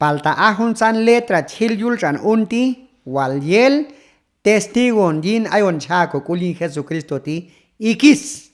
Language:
Q'anjob'al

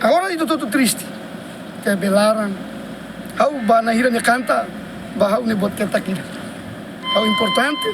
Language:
Tetum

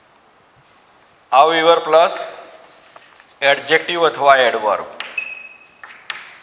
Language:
Gujarati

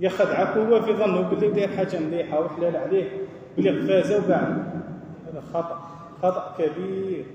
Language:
Algerian Arabic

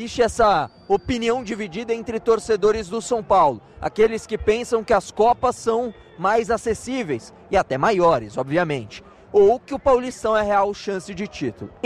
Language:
Portuguese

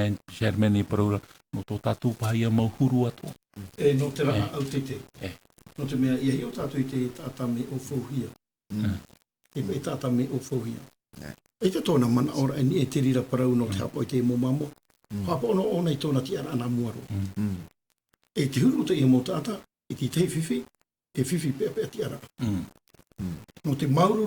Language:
Tahitian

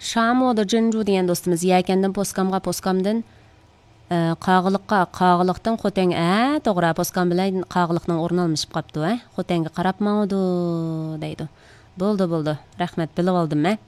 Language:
Uyghur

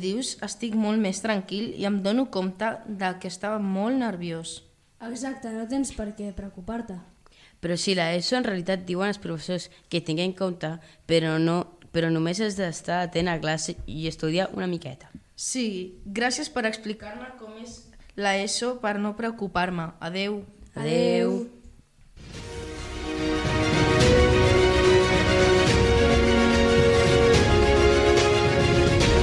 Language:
Catalan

